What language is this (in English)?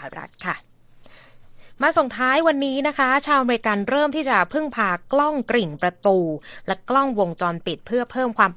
Thai